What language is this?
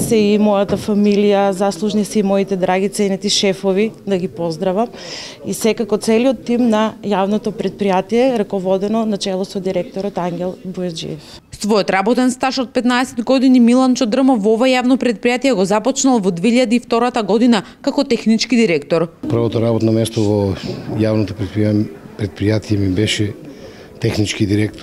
Macedonian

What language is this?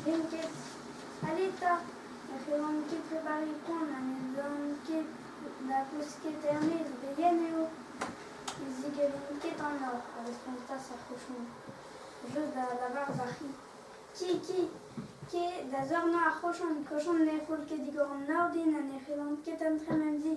Breton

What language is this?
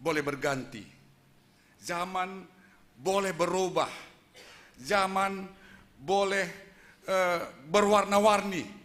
Batak Simalungun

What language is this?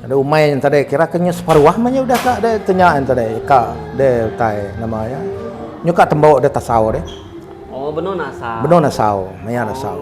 Iban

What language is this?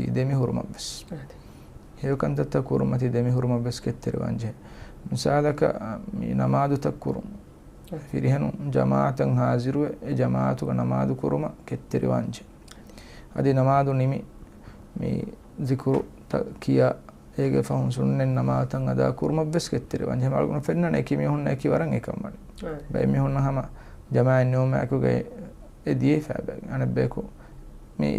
Divehi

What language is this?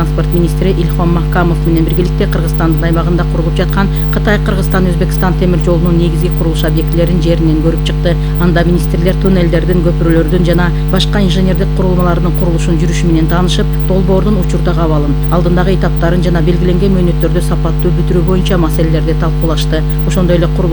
Kyrgyz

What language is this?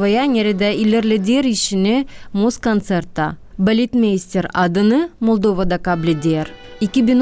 Gagauz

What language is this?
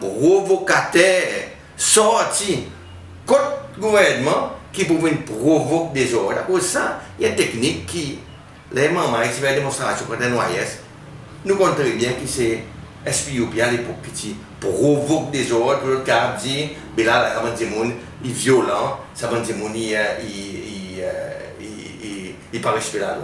Seselwa Creole French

